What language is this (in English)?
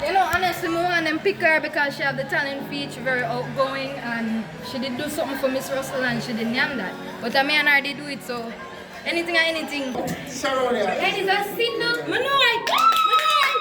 Jamaican Creole English